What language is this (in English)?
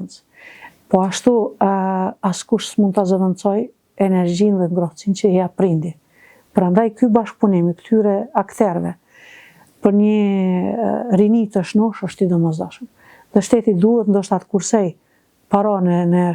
Albanian